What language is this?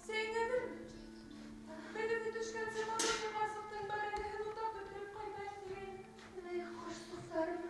Bashkir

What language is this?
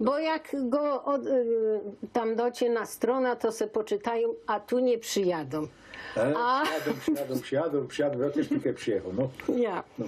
Silesian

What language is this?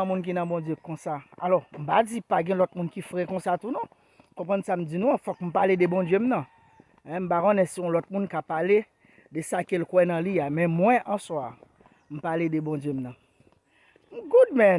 Haitian Creole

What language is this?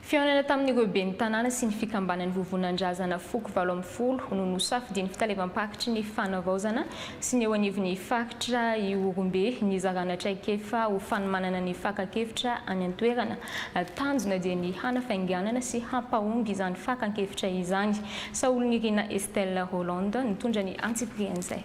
Malagasy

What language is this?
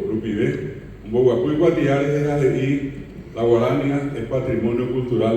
Guarani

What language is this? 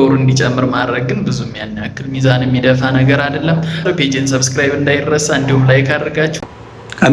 Amharic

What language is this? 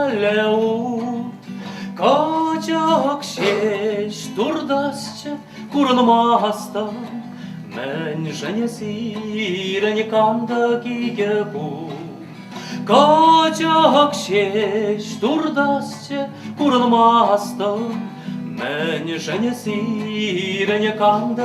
Chuvash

